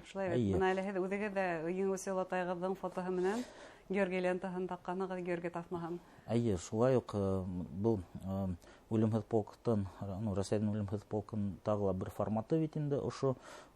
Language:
Bashkir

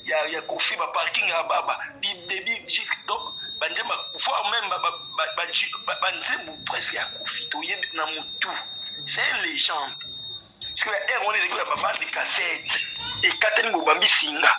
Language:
Lingala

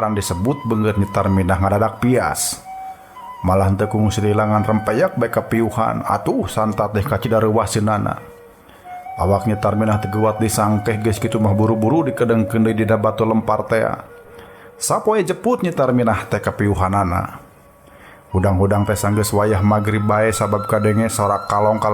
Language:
Sundanese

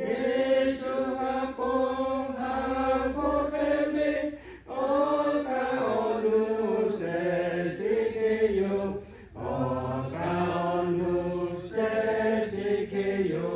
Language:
Lahu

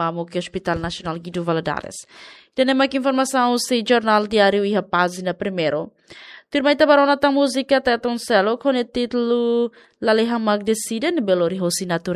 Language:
Tetum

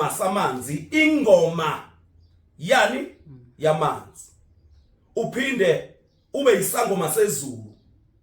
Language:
Zulu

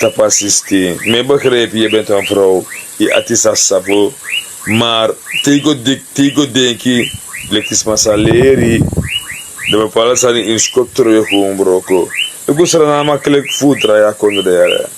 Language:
Sranan Tongo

